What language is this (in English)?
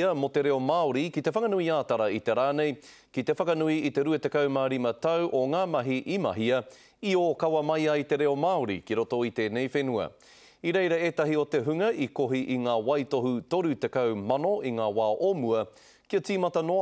Māori